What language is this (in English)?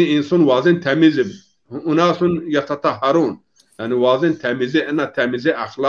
Zaza